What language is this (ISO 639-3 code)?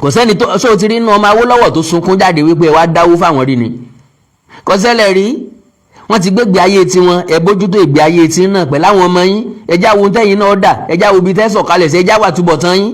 yor